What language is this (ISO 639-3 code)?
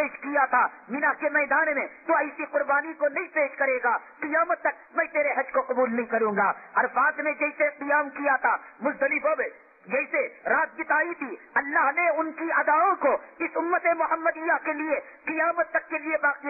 urd